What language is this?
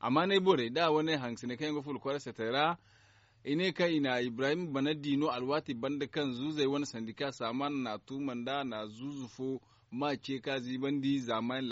Zarma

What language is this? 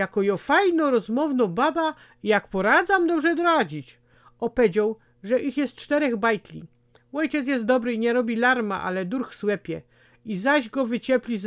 Silesian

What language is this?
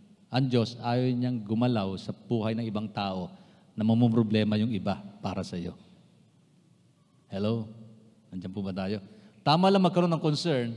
Filipino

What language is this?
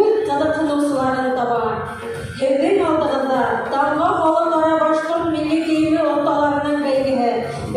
Bashkir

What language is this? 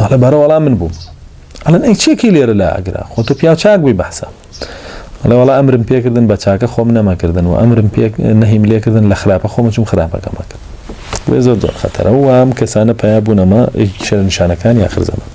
Central Kurdish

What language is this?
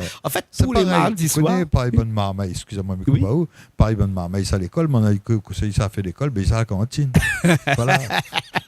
Réunion Creole French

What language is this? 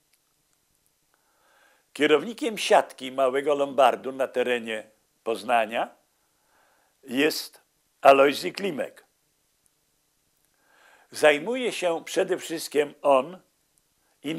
Polish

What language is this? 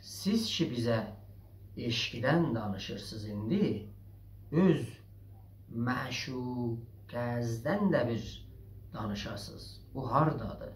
South Azerbaijani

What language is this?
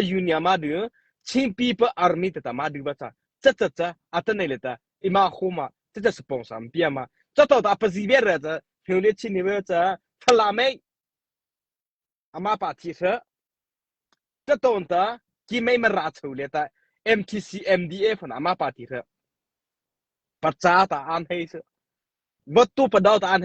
Mara Chin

